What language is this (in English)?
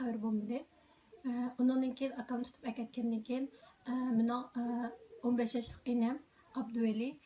Uyghur